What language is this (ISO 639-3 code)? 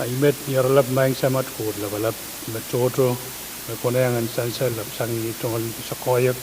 pon